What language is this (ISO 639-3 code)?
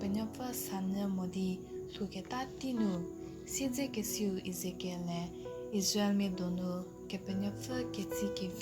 njm